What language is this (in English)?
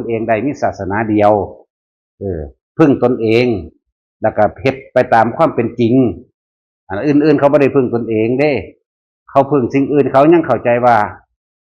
Northeastern Thai